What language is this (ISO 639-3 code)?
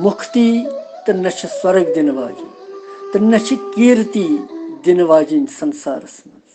kas